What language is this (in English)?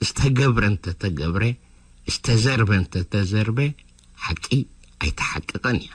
Tigrinya